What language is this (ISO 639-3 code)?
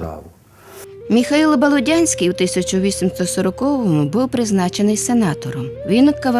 rue